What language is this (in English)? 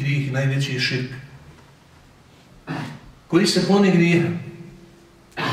Bosnian